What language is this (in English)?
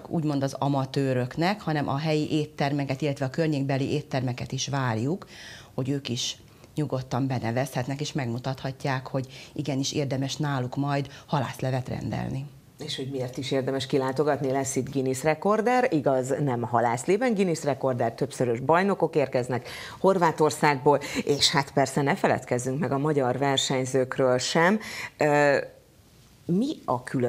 Hungarian